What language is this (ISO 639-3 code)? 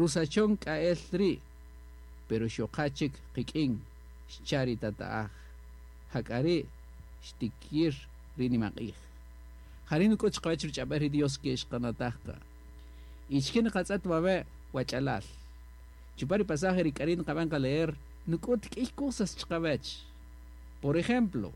cak